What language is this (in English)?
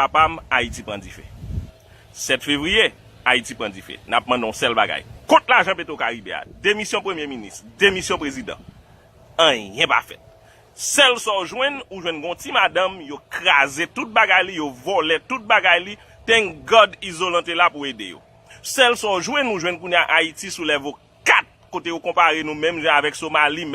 Haitian Creole